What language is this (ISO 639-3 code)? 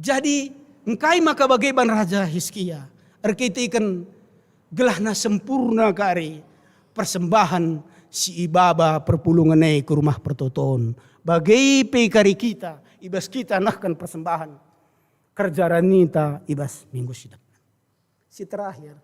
btx